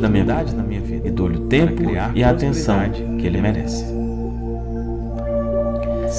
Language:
Portuguese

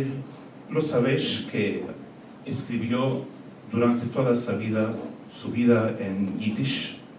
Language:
Ladino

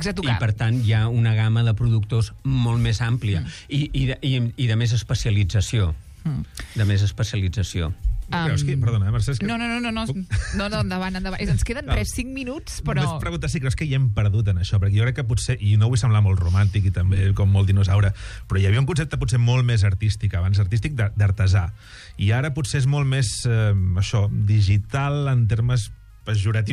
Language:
Catalan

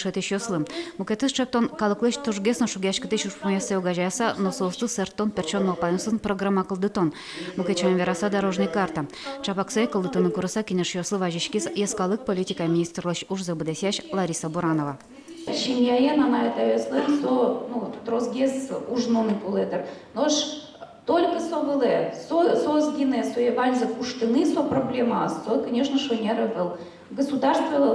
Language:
Udmurt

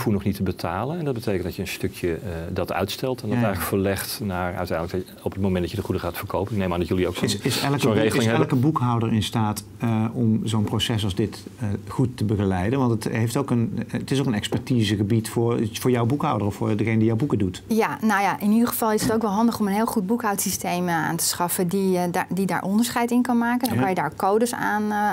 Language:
Dutch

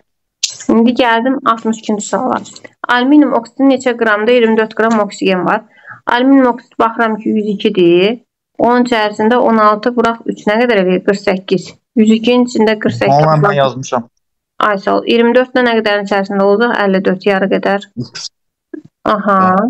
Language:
Azerbaijani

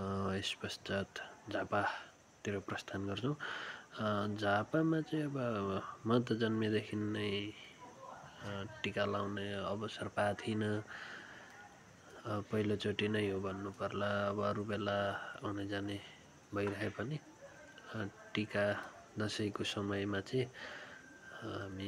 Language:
Nepali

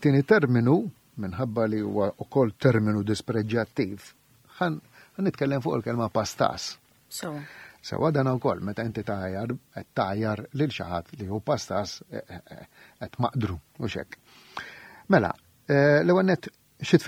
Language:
Maltese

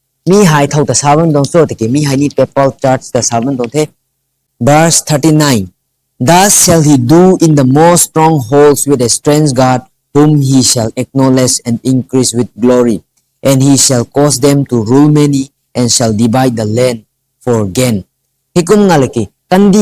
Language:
Rongmei Naga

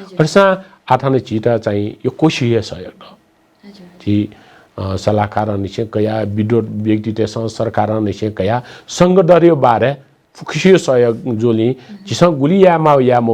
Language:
Newari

